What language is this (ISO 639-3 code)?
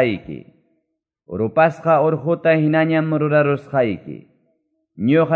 que